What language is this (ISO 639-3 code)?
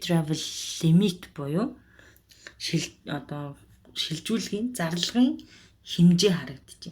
mon